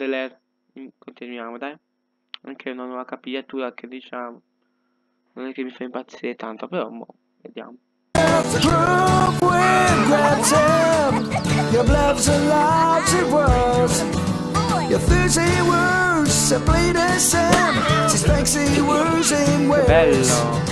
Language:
Italian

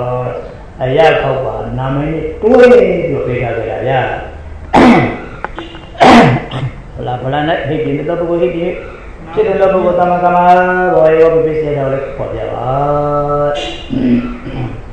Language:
Burmese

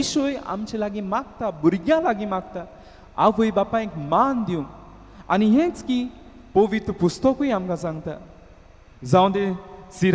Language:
Konkani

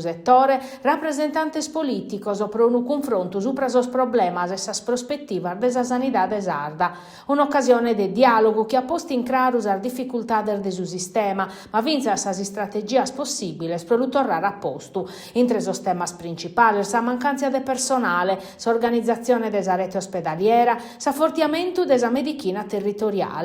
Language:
Sardinian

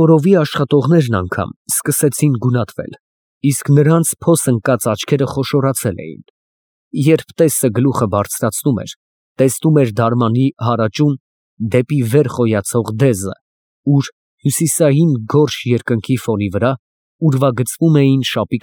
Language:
Armenian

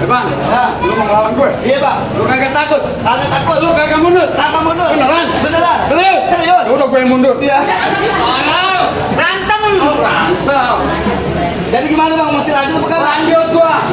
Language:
Betawi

